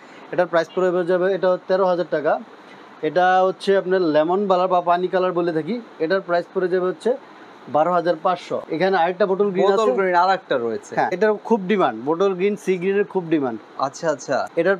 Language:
Bangla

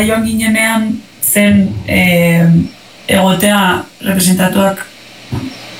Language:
Basque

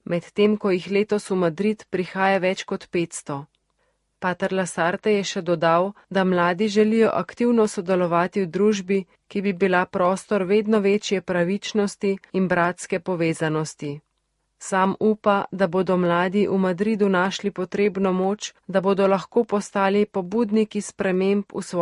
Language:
Slovenian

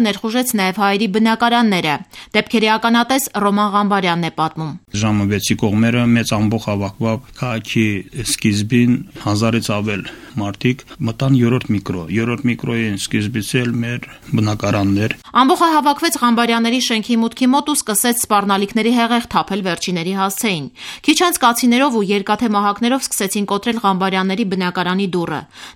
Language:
Armenian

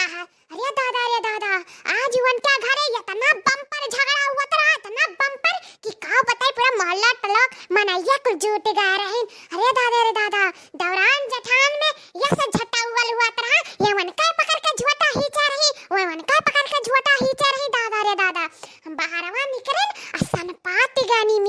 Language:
Awadhi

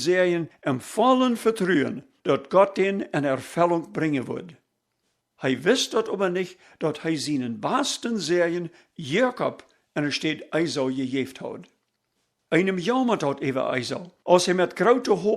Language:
Plautdietsch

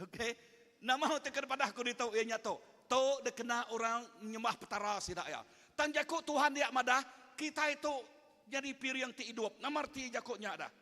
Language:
Iban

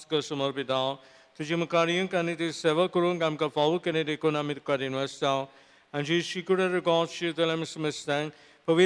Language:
Konkani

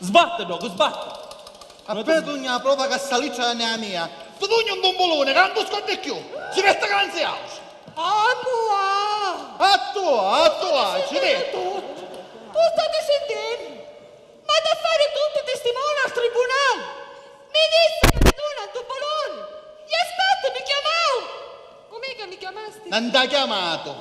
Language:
Sicilian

